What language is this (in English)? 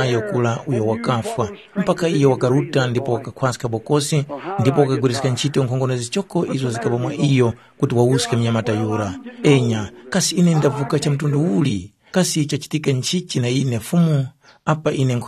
Tumbuka